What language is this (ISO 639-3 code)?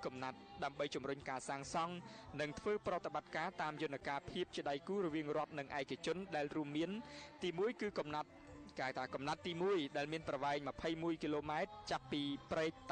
khm